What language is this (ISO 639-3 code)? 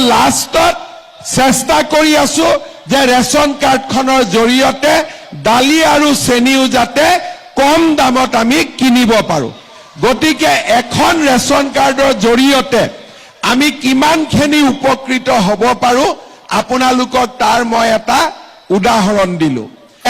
asm